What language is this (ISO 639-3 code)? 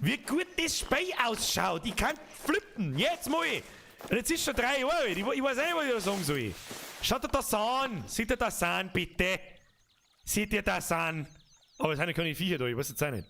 bar